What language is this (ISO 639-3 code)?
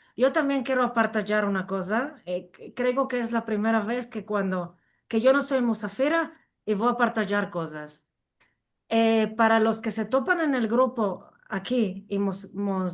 lad